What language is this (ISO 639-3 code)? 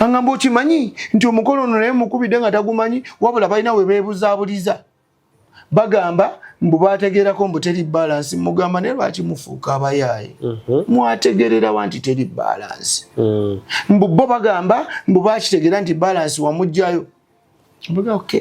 lug